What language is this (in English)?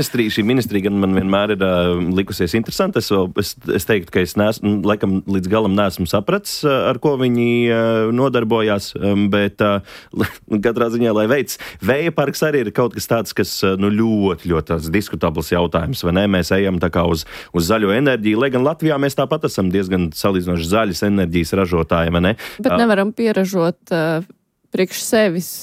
Latvian